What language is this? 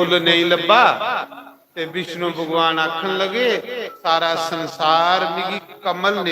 Dogri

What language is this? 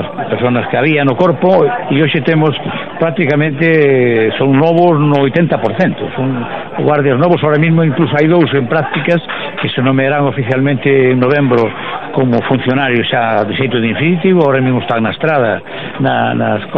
Galician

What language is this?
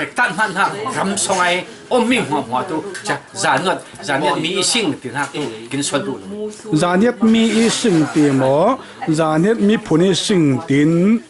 Falam Chin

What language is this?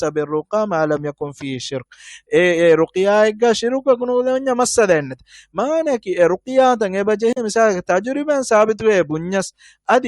Divehi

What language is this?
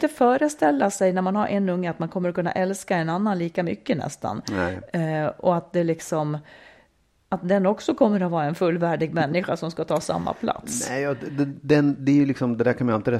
Swedish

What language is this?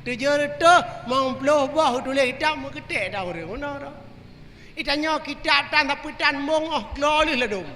Achinese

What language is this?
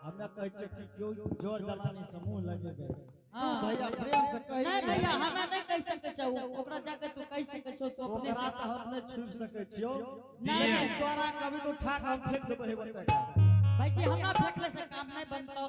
Angika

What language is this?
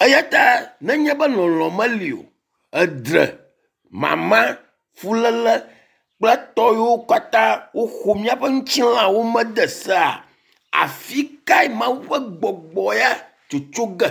Ewe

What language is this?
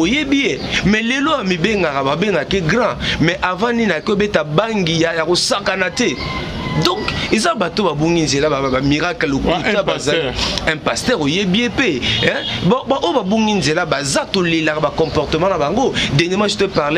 Lingala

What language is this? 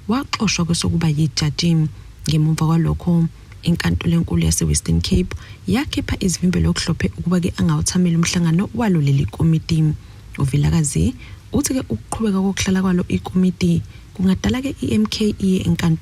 Zulu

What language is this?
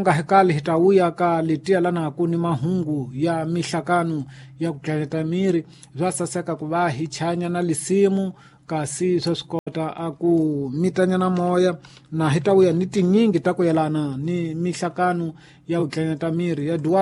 Tsonga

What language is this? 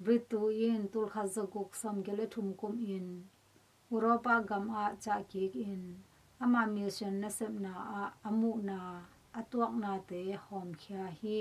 Tedim Chin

